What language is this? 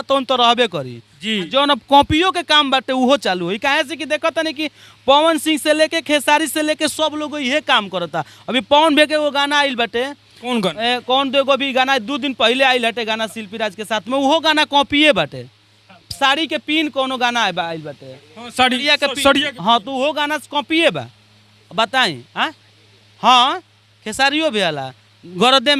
Bhojpuri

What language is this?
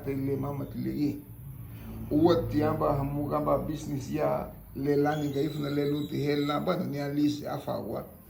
Garifuna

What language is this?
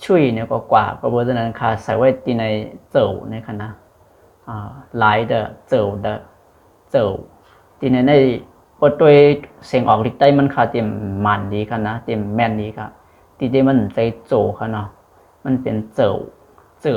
Shan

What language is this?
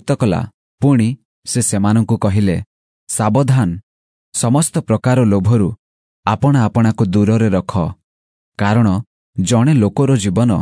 Odia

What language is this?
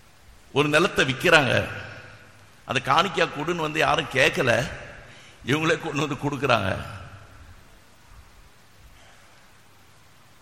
Tamil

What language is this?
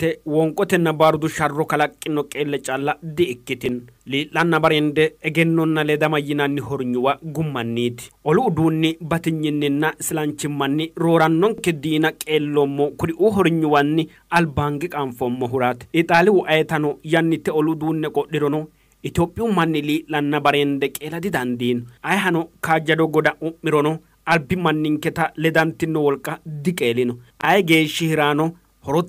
Sidamo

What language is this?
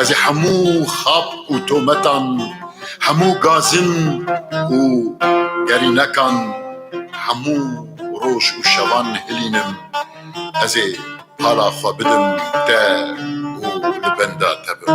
Kurdish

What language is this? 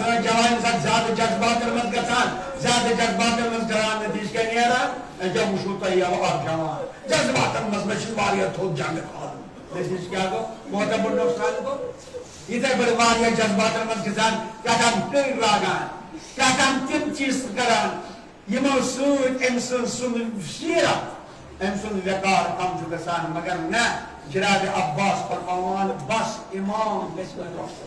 Kashmiri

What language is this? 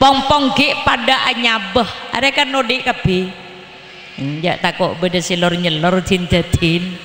Madurese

